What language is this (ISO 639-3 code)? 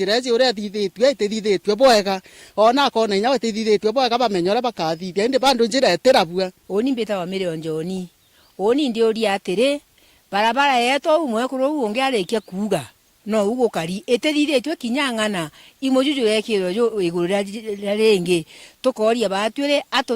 mer